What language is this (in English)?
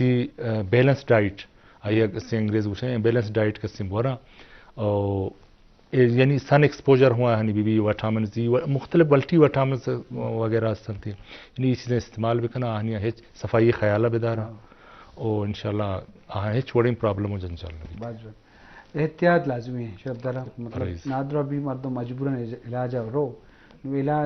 Eastern Balochi